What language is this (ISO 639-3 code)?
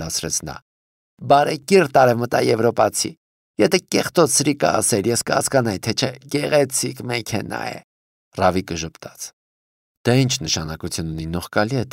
hye